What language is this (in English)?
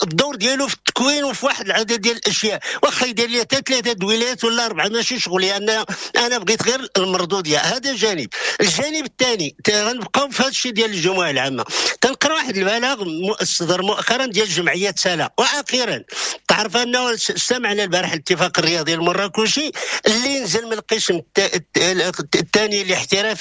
Moroccan Arabic